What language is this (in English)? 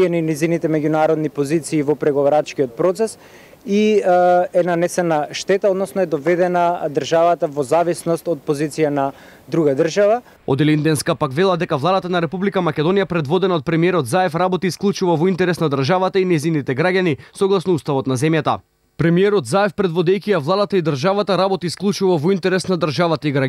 Macedonian